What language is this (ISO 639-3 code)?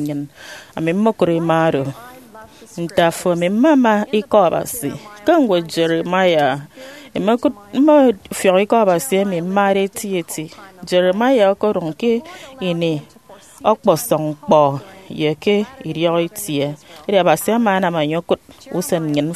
efi